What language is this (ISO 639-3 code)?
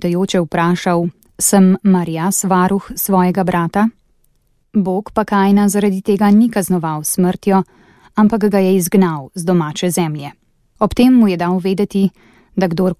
slv